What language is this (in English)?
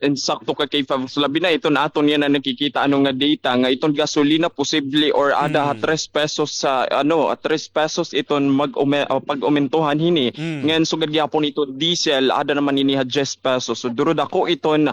Waray